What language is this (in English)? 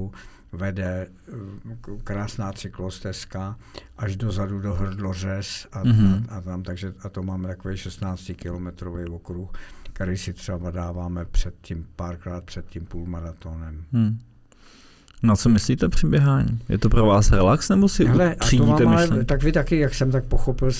Czech